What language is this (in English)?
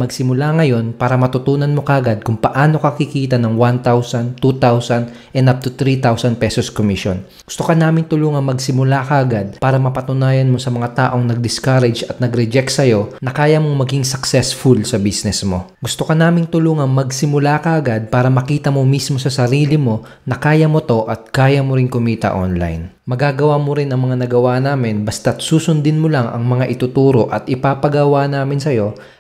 Filipino